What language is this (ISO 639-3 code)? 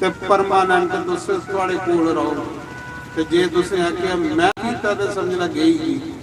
doi